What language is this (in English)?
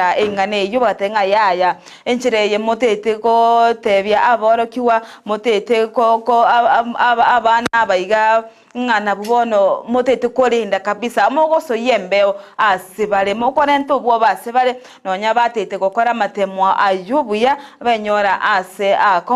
Gusii